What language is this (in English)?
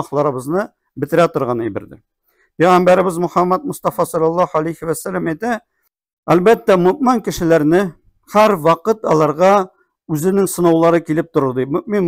Tatar